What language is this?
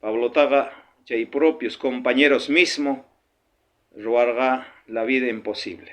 South Bolivian Quechua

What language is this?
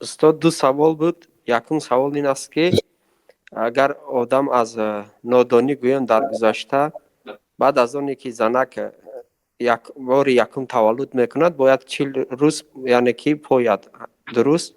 Tajik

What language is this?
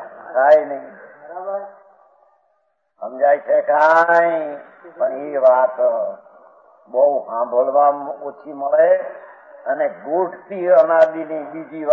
Gujarati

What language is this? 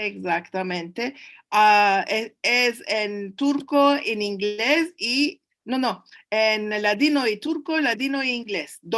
Ladino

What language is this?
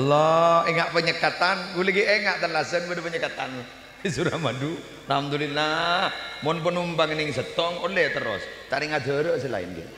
Madurese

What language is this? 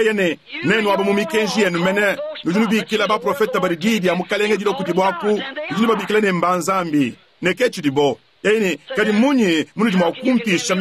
Luba-Lulua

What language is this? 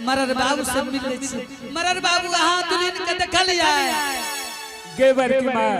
Angika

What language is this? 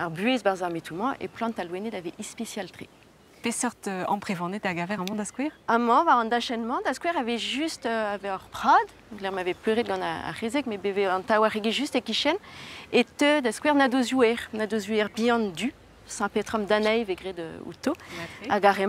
Breton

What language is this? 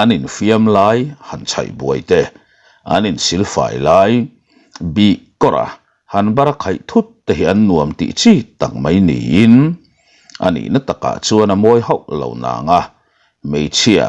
Mizo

